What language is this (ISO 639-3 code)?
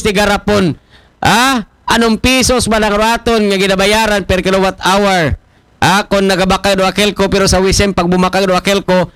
akl